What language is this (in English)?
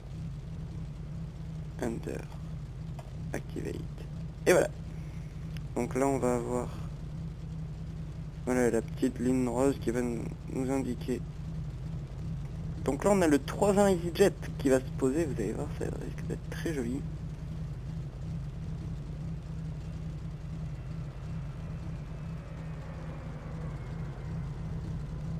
French